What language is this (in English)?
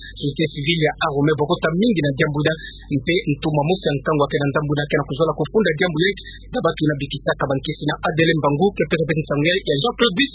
Kituba (Democratic Republic of Congo)